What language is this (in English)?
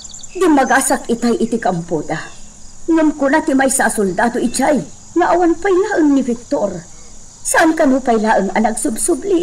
Iloko